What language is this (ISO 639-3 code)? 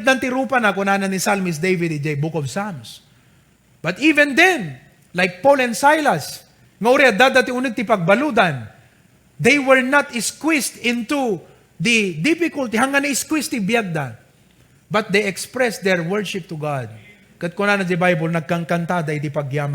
ilo